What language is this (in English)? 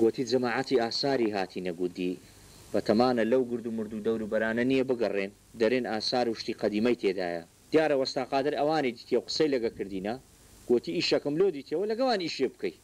Central Kurdish